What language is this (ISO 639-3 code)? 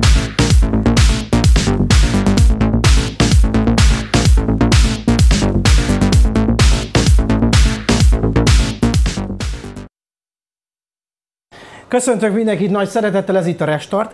hun